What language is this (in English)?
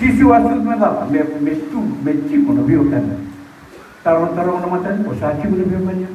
Fijian